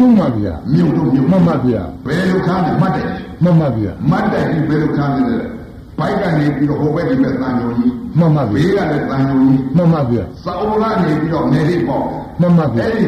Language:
Burmese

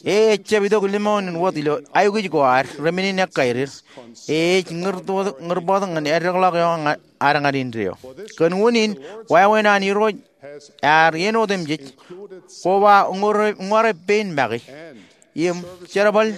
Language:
Marshallese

